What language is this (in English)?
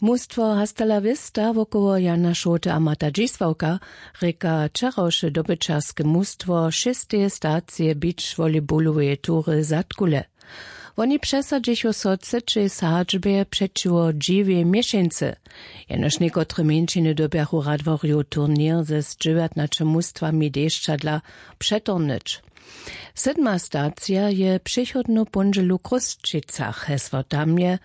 Upper Sorbian